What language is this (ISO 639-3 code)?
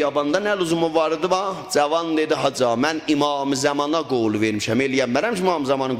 azb